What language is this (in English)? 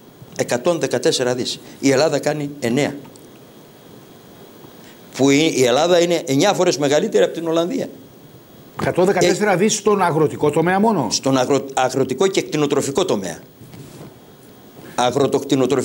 Greek